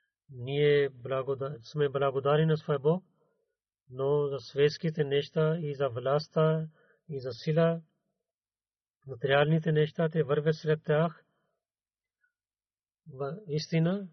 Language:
Bulgarian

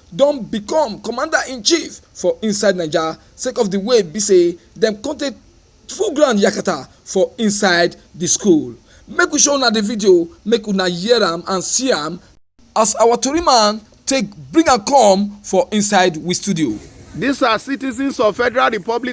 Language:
Nigerian Pidgin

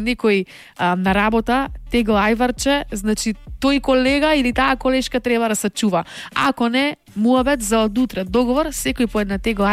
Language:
Macedonian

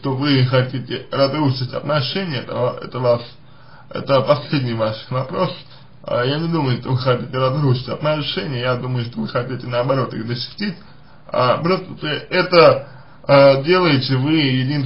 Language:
Russian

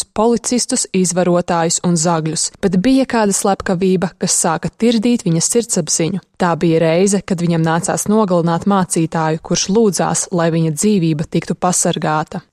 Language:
Latvian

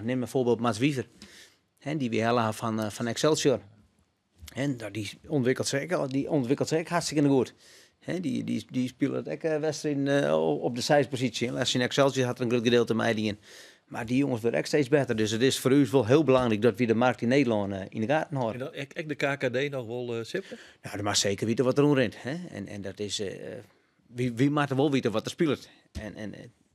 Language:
Western Frisian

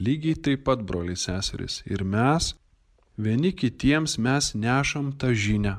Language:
Lithuanian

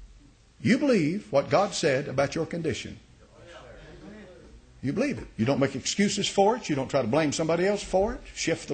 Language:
English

